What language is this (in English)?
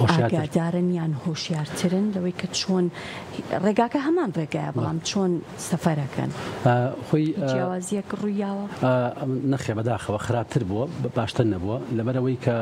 Central Kurdish